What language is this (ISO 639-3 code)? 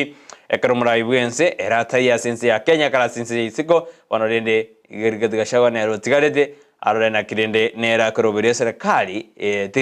guz